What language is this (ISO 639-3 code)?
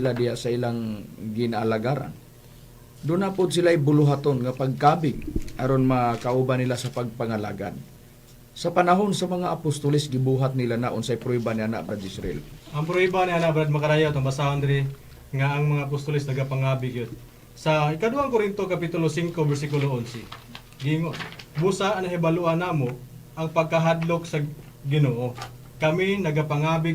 ceb